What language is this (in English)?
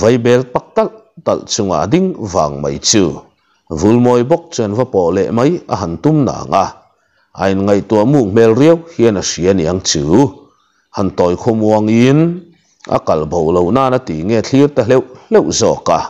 Mizo